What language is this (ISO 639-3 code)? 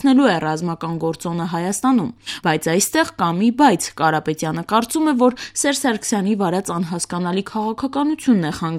hye